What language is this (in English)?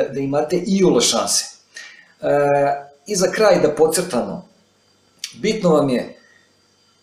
Serbian